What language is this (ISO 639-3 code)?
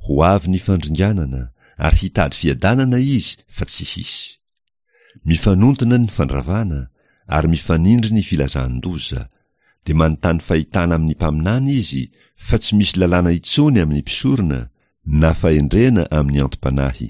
mlg